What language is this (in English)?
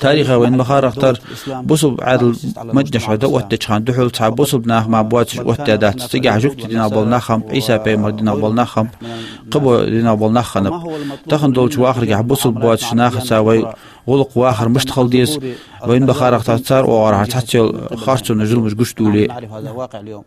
Ingush